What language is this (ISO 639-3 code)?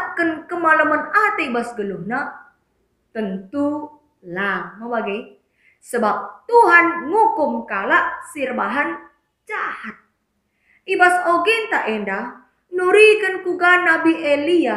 btx